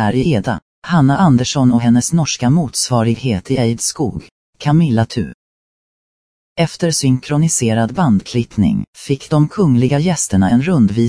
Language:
Swedish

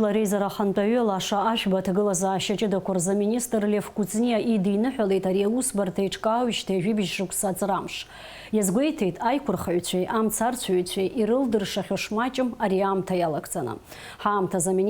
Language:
Abkhazian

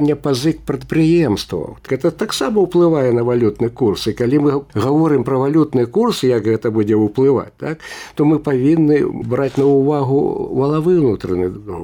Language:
Belarusian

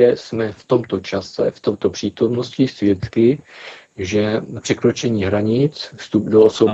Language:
Czech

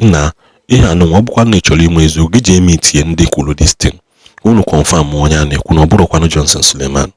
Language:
Igbo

